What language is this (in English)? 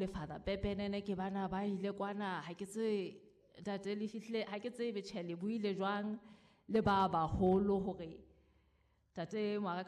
Southern Sotho